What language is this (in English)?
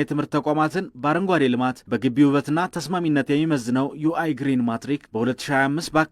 Amharic